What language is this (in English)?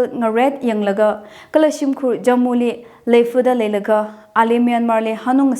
Tangkhul Naga (India)